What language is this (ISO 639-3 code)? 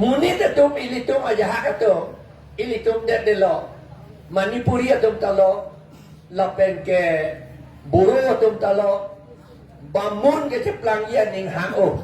mjw